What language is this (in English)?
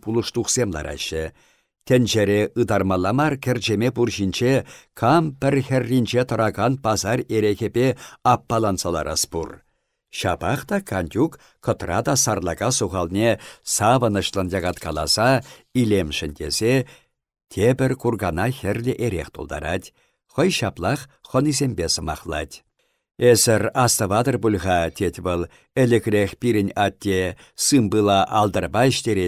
Chuvash